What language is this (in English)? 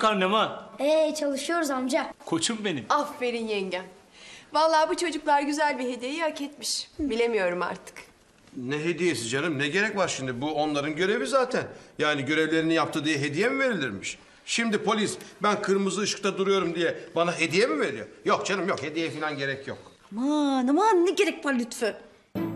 Turkish